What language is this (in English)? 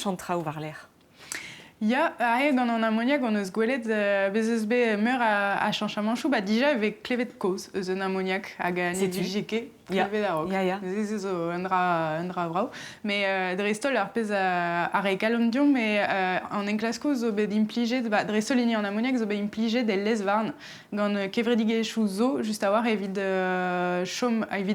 Breton